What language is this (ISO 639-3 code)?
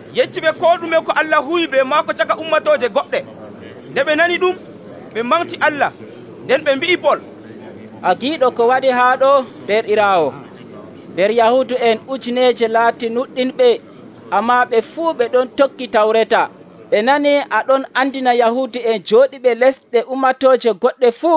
fuv